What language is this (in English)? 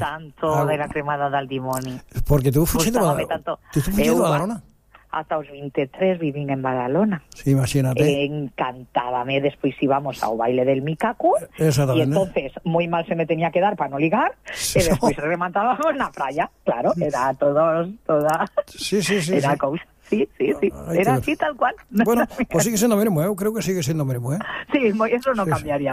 Galician